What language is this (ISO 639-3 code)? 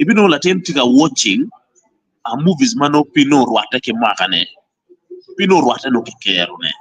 ach